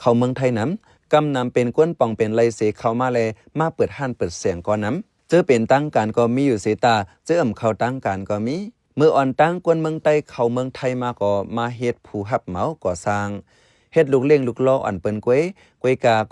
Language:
Shan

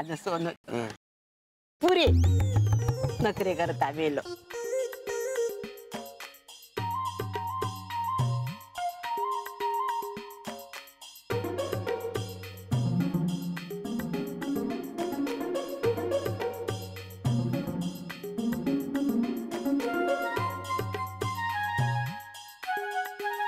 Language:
Marathi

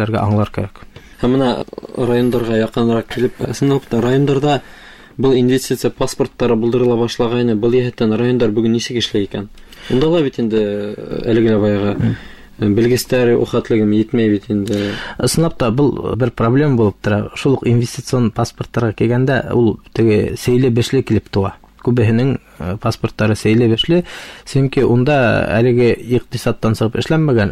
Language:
Bashkir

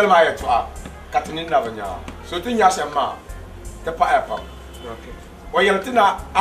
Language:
Dagbani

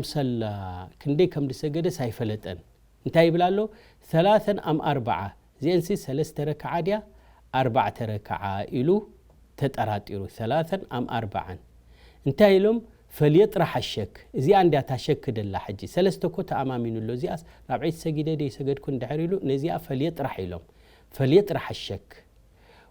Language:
Tigrinya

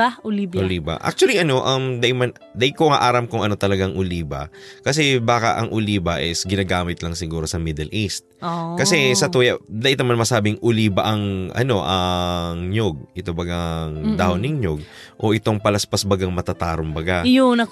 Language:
Bikol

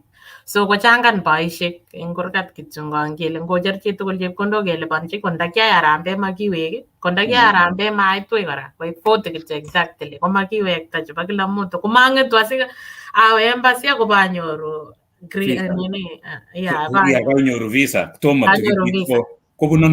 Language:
Kalenjin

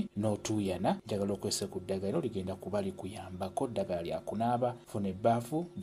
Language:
Ganda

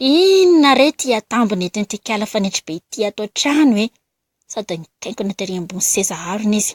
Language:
Malagasy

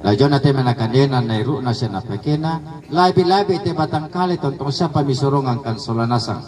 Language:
Toraja-Sa'dan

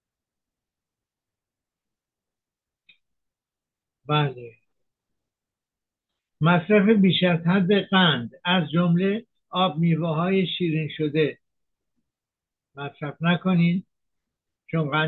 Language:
Persian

